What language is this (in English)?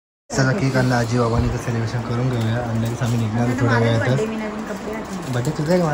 Marathi